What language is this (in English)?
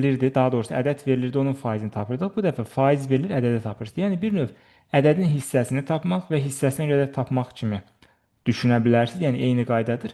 Azerbaijani